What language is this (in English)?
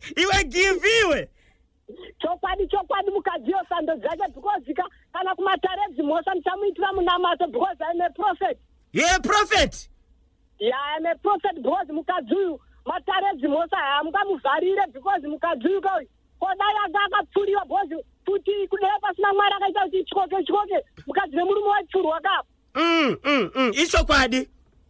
Shona